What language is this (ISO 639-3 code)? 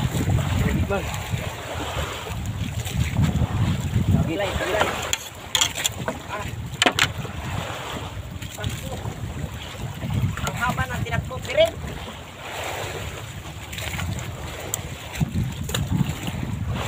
fil